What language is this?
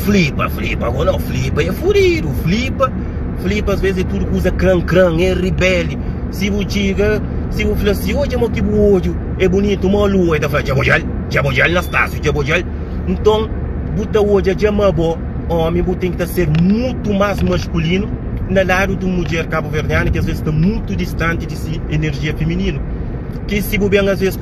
Kabuverdianu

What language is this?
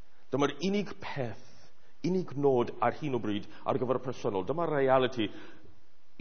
Welsh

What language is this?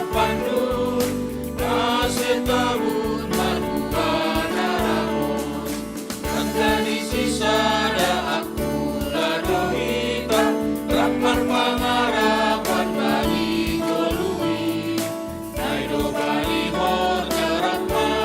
Batak Simalungun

